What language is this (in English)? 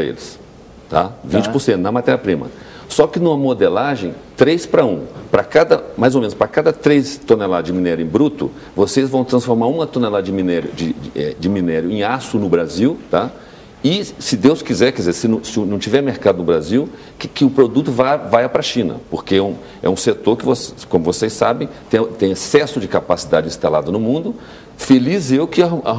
Portuguese